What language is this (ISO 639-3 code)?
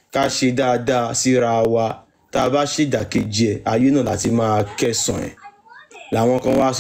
yor